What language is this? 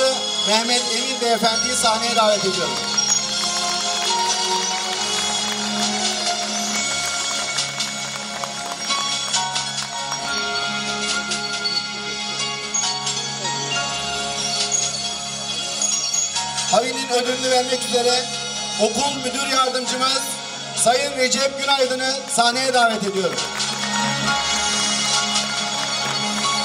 Turkish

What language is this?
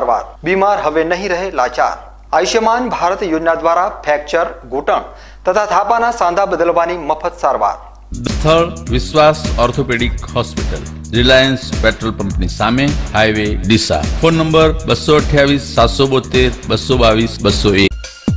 Gujarati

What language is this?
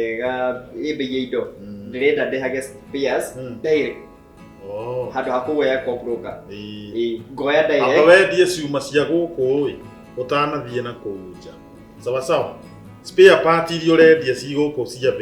Kikuyu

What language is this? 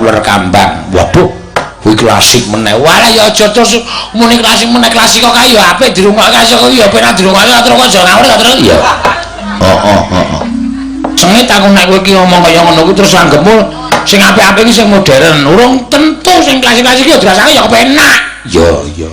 Javanese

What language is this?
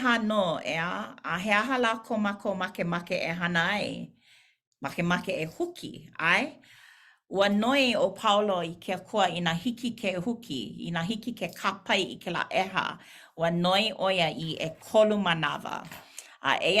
Hawaiian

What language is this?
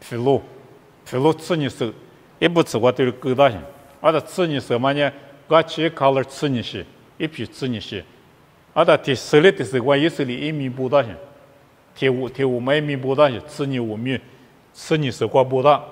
Lisu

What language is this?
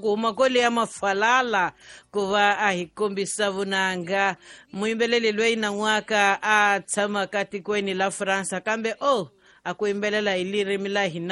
Tsonga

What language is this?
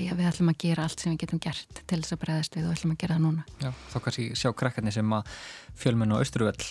Icelandic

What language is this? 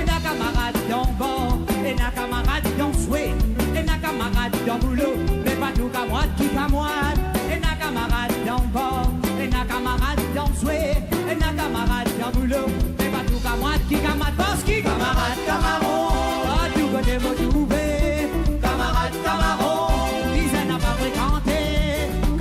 Morisyen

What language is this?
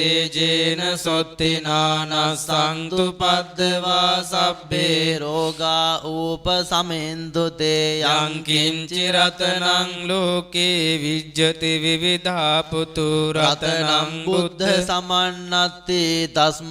Pali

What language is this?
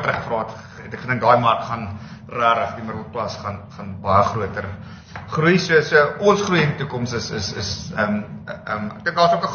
Afrikaans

